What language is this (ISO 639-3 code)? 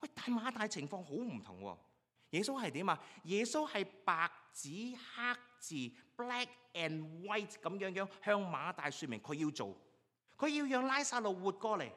yue